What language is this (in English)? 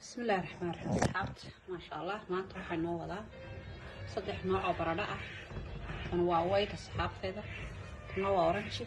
Somali